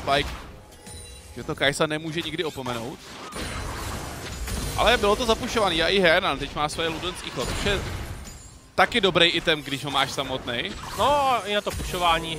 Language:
Czech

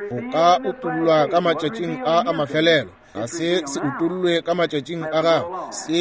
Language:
Northern Sotho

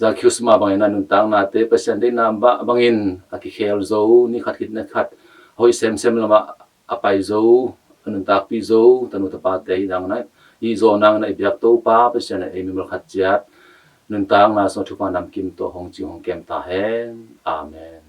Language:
Tedim Chin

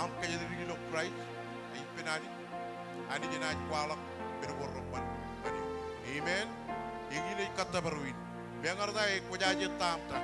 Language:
Marshallese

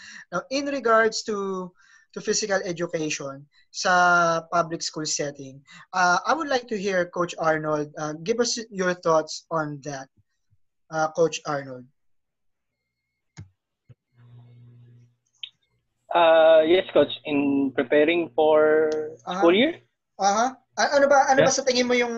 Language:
Filipino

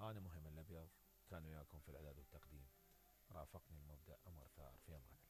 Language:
Mesopotamian Arabic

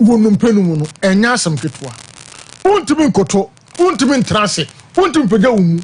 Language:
Akan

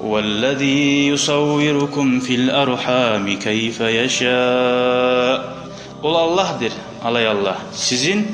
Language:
Kumyk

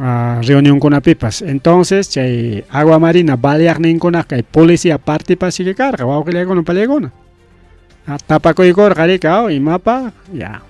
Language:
Ayacucho Quechua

